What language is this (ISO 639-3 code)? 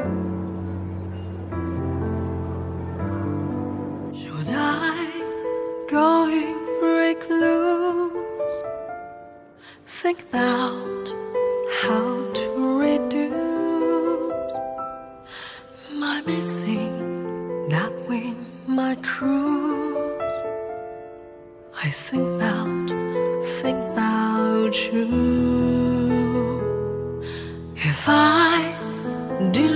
zho